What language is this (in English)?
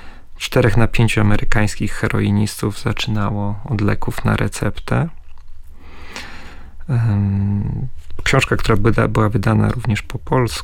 Polish